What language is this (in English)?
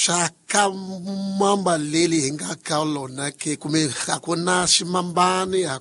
Tsonga